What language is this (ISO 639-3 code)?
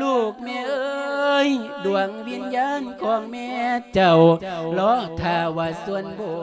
lao